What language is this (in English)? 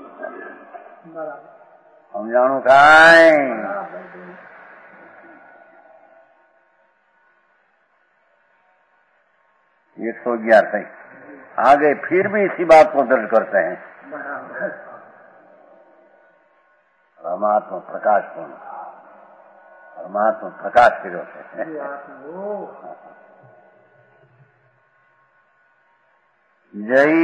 Gujarati